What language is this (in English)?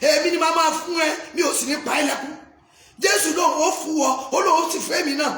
Yoruba